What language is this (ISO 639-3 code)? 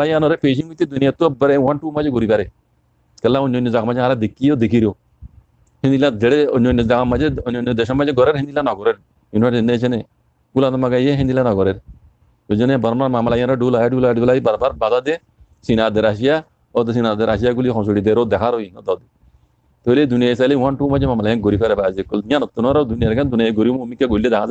rhg